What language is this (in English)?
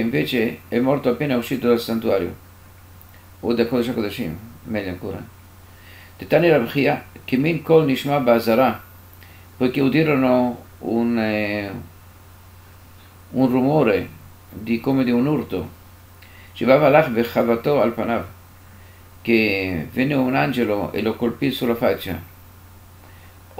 Italian